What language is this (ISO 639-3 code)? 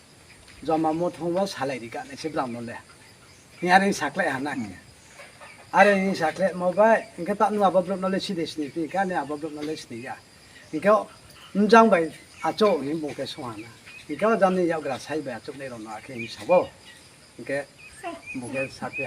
ria